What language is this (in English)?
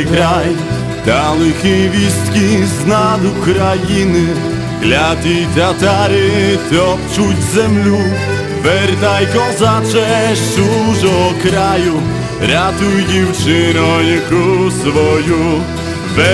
Rusyn